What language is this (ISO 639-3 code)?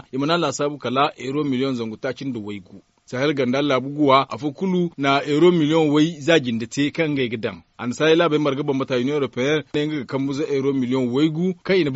dje